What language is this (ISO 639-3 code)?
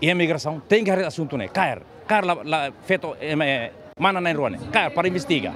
tet